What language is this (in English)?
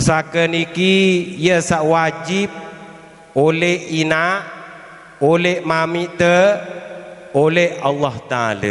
Sasak